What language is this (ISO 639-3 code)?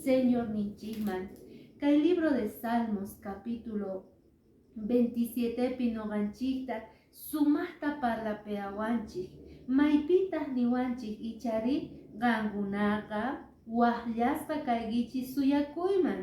que